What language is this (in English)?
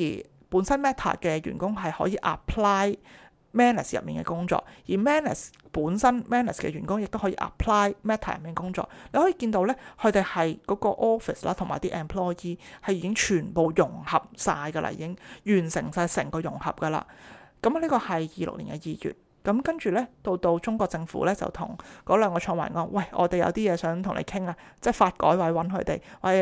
Cantonese